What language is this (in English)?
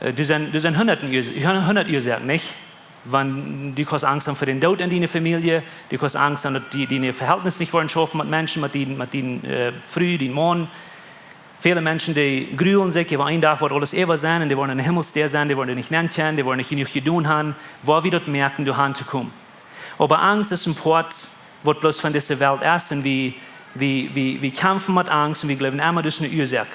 Plautdietsch